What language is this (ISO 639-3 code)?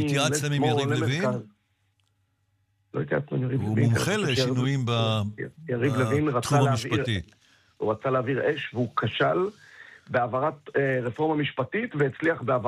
heb